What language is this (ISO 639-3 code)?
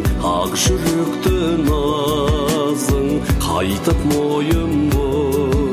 kaz